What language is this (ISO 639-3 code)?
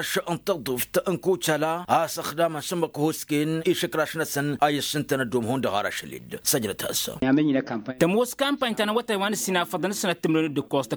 taq